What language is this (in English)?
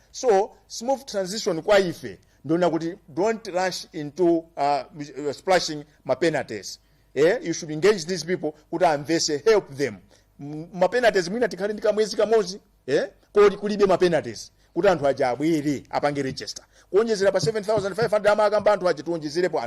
Nyanja